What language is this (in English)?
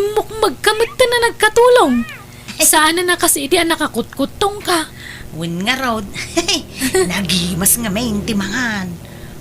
Iloko